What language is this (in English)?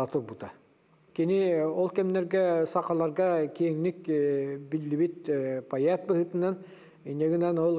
Yakut